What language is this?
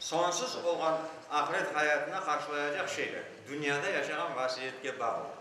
Crimean Tatar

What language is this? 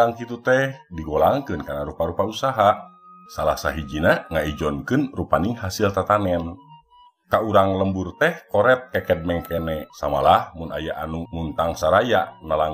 Sundanese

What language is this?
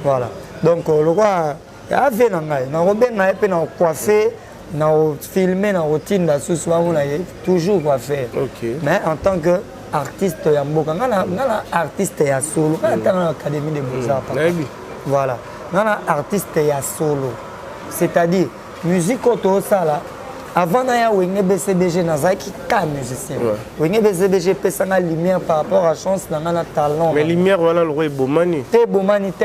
Lingala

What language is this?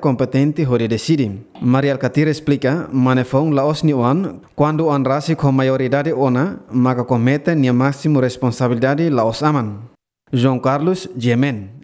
Tetum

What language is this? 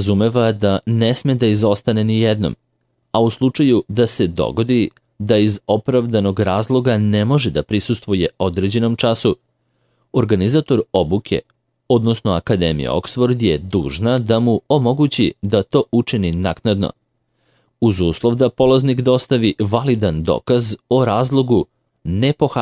Serbian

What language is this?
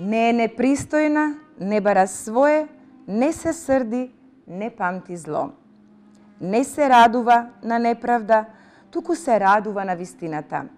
Macedonian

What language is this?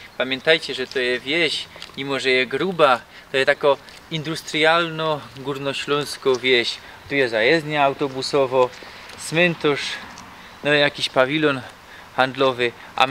Silesian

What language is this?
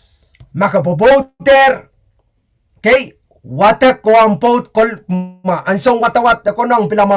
Pohnpeian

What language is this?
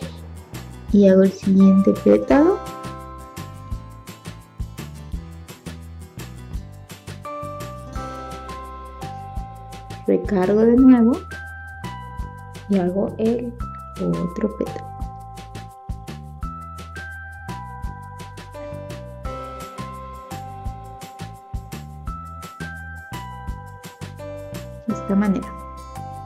Spanish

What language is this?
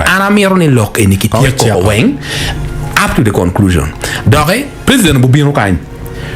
Acoli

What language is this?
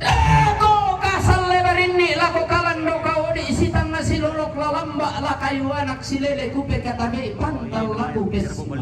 Toraja-Sa'dan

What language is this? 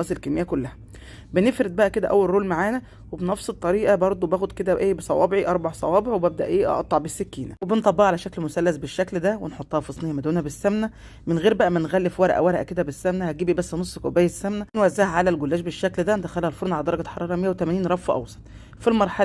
Egyptian Arabic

